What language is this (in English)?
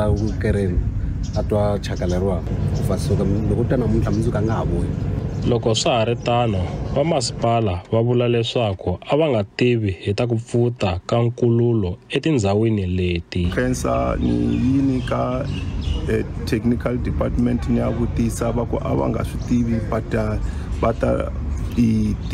Tsonga